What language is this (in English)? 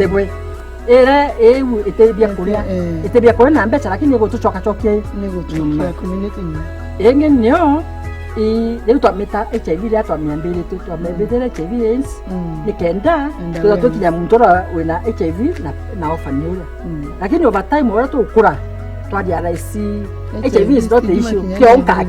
Meru